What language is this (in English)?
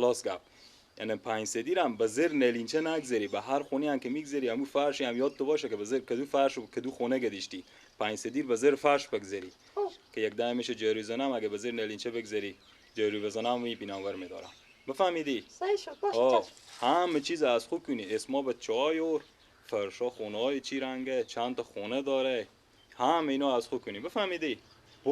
Persian